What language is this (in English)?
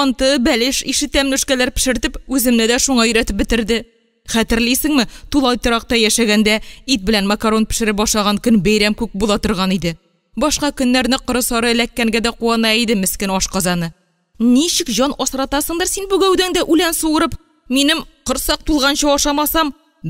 Tatar